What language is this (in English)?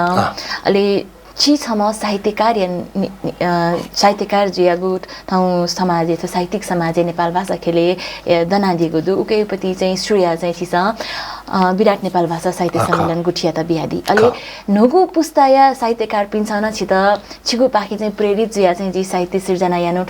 Newari